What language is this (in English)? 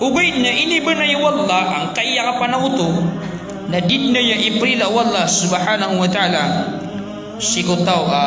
Maranao